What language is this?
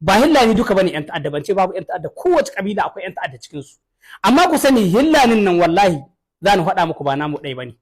Hausa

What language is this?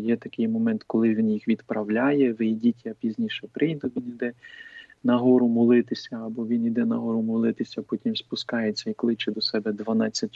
Ukrainian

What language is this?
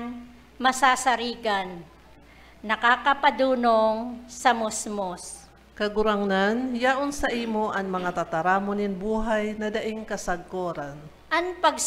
Bikol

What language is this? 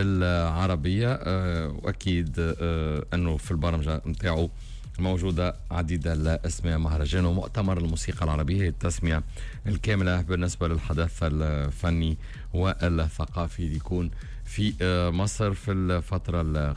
Tunisian Arabic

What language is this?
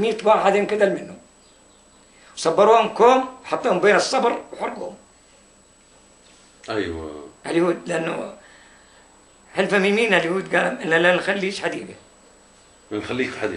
South Levantine Arabic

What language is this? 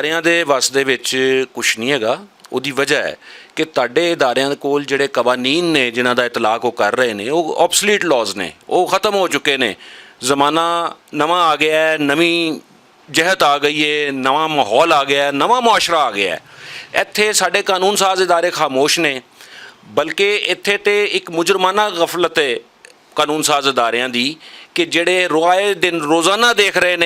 Western Panjabi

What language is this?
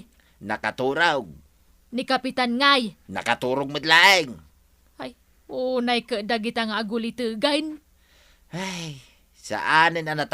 Iloko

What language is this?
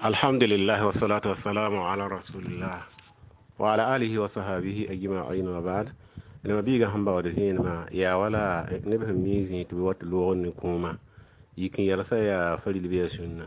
Mossi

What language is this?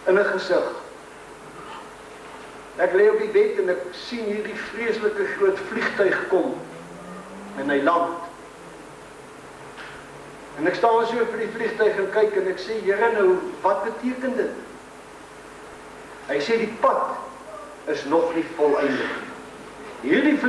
Afrikaans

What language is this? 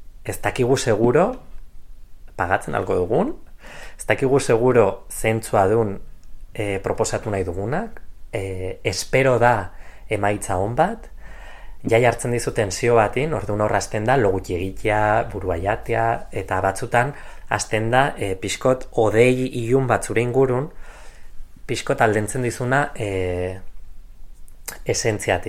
Basque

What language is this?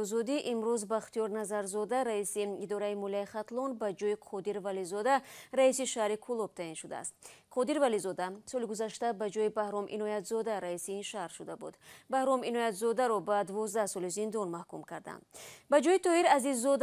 Tajik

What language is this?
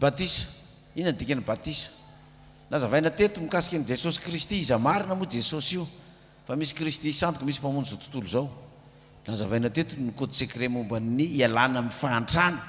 Malagasy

